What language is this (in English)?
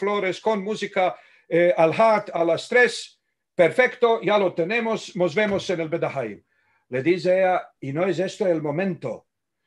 Ladino